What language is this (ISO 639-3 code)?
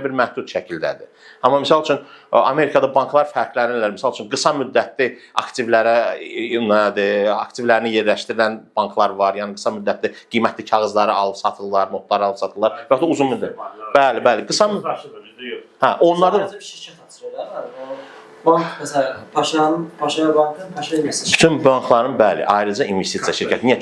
aze